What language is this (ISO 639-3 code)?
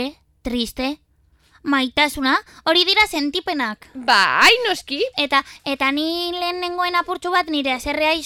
eus